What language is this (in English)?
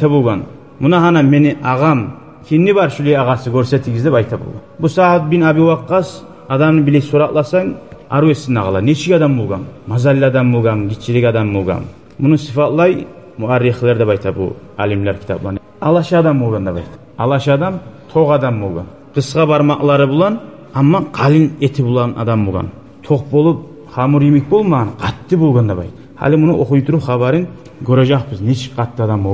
Kumyk